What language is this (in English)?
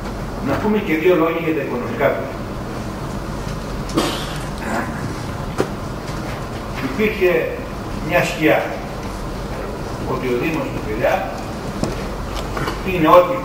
Greek